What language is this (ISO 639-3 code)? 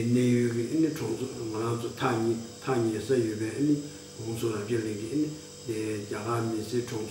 bod